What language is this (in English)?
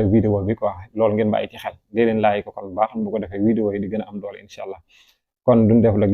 Wolof